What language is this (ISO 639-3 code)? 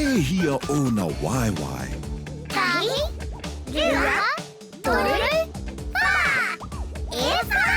mri